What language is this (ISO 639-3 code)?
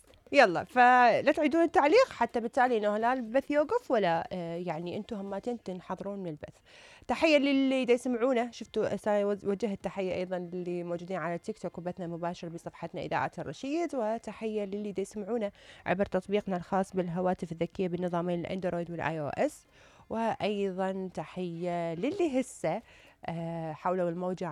acm